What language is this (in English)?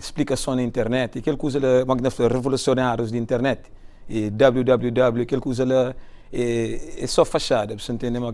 Kabuverdianu